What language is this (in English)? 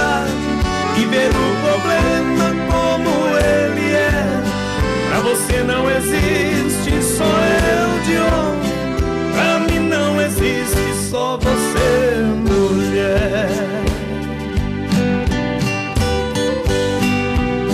Portuguese